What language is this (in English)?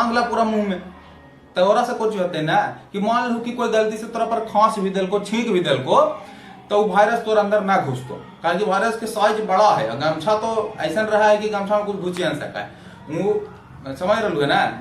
Magahi